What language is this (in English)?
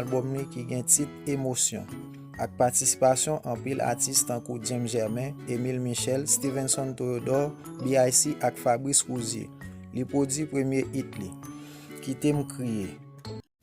Haitian Creole